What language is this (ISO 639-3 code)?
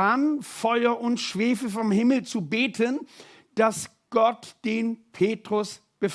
gsw